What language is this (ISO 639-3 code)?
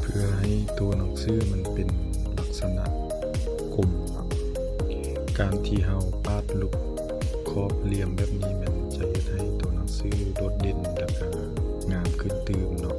lao